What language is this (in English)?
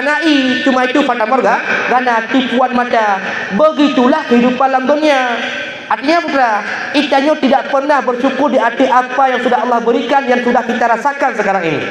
Achinese